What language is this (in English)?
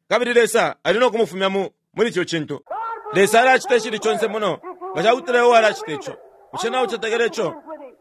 Bemba